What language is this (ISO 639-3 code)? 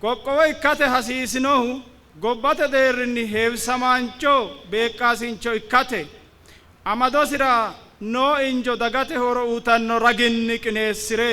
sid